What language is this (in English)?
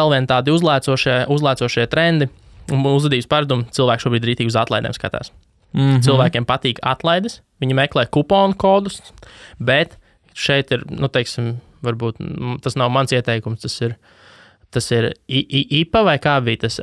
Latvian